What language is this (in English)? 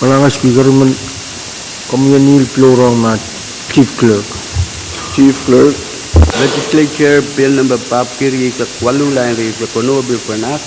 Pohnpeian